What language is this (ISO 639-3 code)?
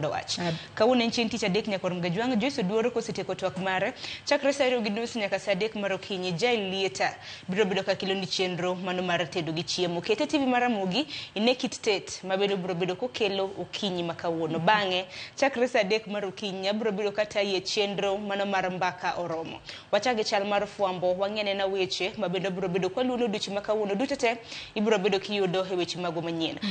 luo